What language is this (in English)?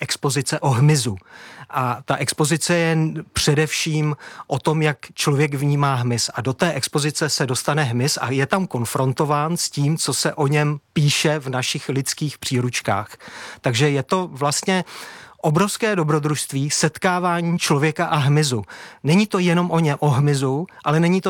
Czech